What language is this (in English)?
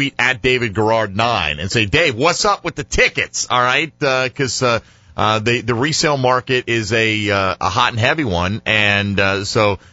English